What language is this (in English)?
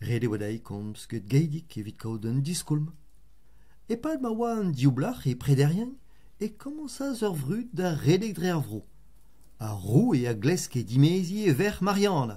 Breton